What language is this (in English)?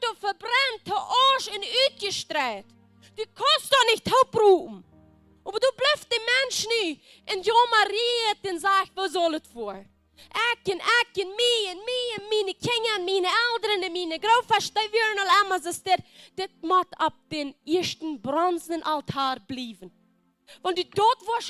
Plautdietsch